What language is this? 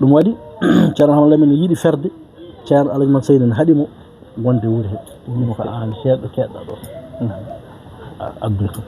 Fula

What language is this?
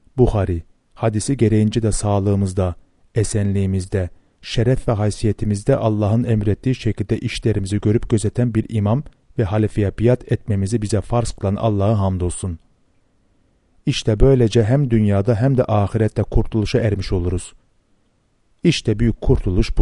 Turkish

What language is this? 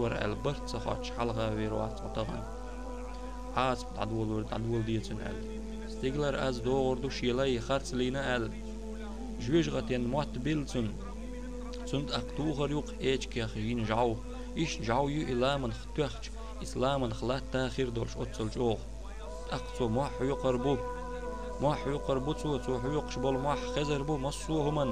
Chechen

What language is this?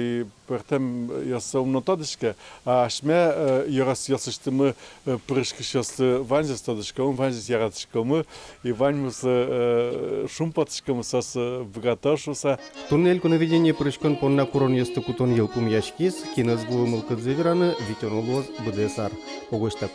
Udmurt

